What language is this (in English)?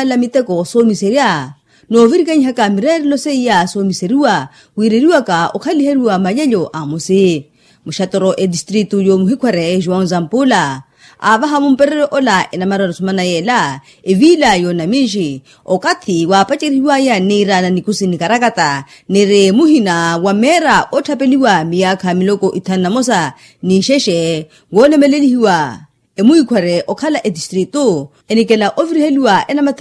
Makhuwa